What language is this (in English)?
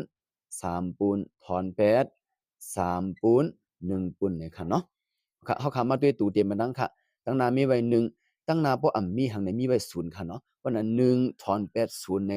Shan